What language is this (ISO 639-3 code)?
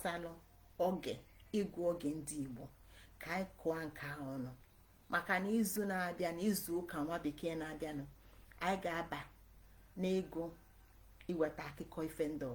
ibo